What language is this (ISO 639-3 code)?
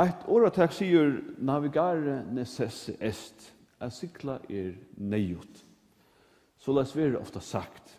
fao